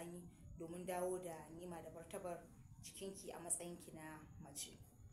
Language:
Hausa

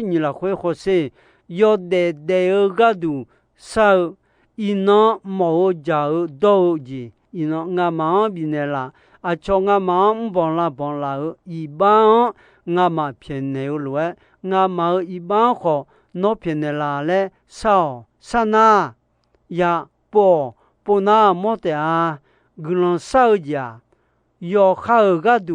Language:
Akha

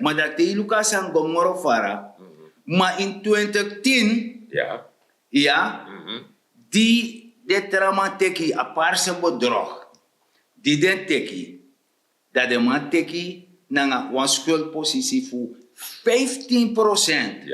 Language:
Sranan Tongo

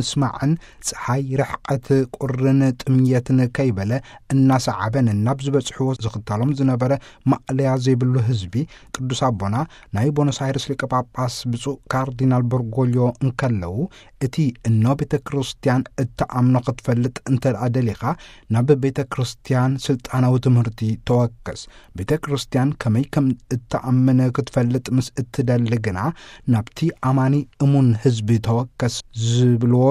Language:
Tigrinya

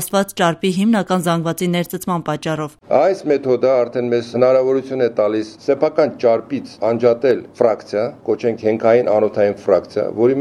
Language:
Armenian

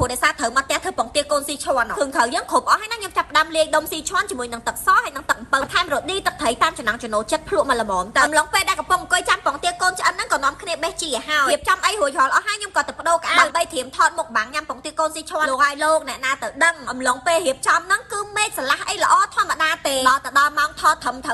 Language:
Khmer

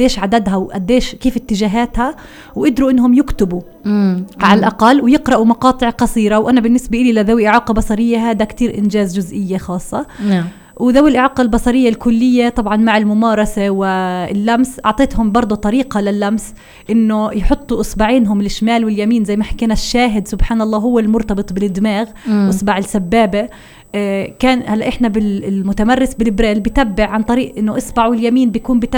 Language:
North Levantine Arabic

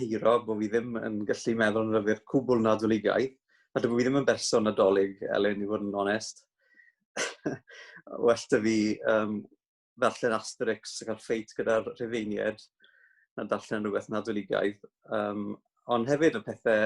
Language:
Welsh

